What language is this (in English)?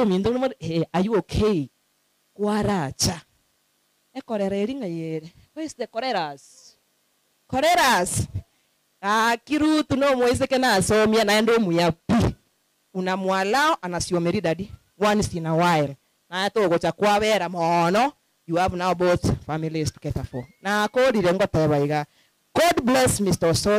Gusii